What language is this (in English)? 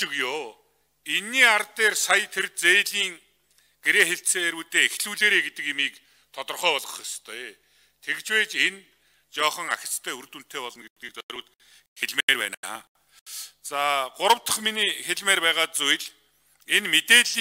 Mongolian